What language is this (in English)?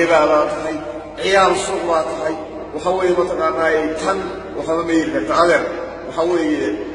Somali